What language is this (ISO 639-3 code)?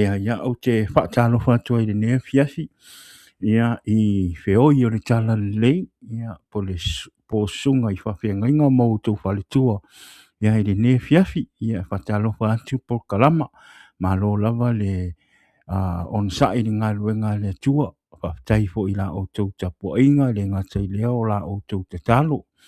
smo